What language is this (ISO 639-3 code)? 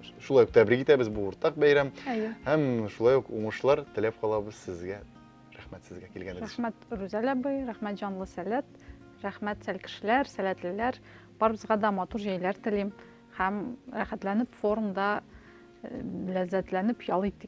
tat